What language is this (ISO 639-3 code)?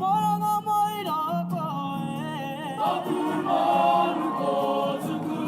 mri